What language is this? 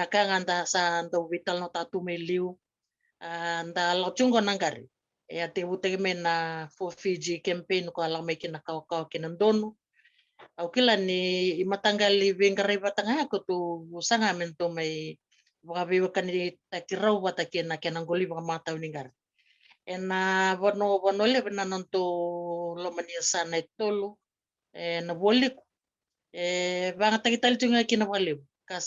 Fijian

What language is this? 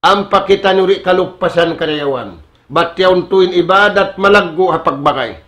Tausug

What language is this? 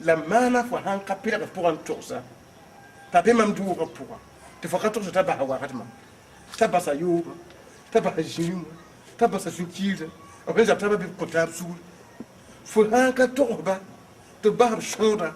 Mossi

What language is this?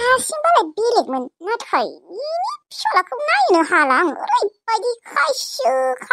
Bodo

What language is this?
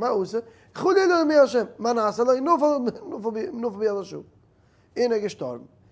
Yiddish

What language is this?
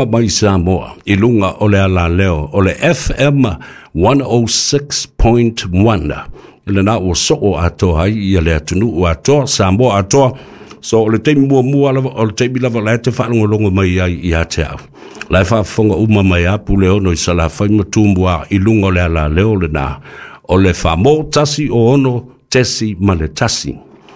Samoan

